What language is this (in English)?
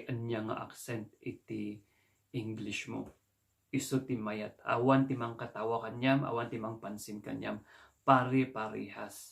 Iloko